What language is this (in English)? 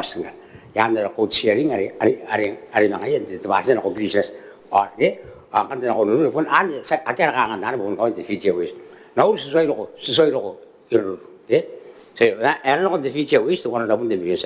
Gilbertese